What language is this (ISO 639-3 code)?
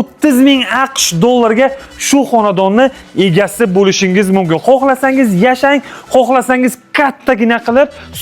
uzb